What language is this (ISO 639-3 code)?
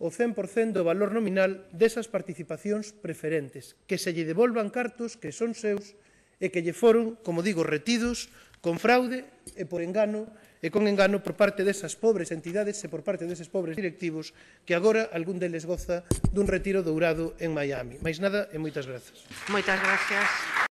glg